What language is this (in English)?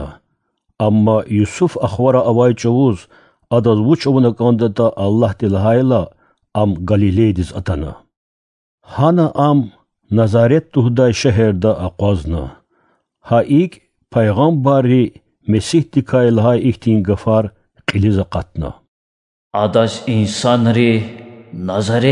Lezghian